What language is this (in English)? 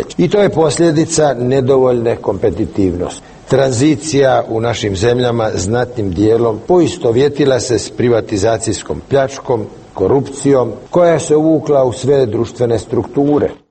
Croatian